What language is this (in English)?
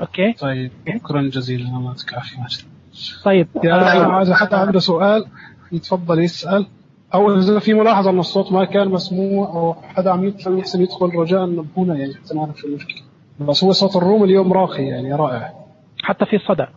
Najdi Arabic